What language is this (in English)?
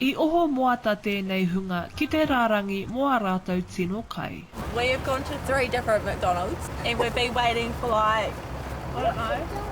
Māori